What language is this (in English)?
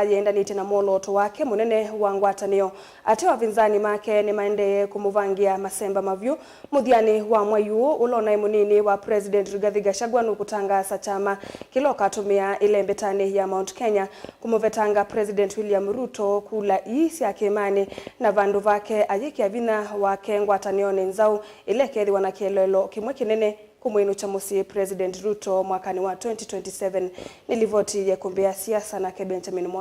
Kamba